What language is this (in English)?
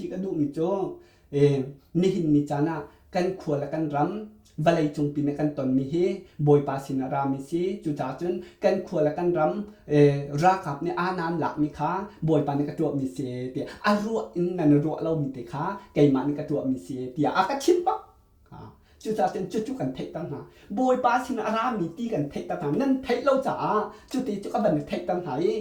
Hakha Chin